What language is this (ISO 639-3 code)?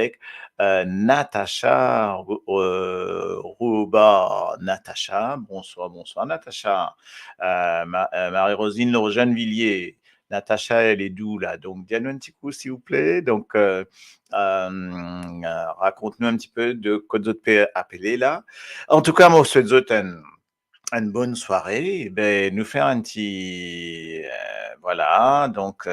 mfe